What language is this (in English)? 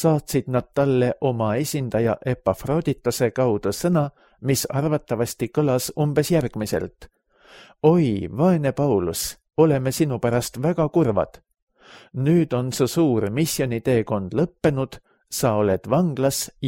Estonian